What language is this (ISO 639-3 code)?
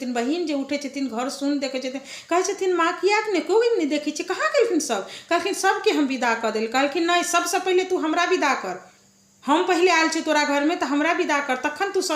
mai